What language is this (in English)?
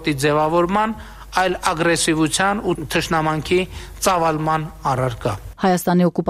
Armenian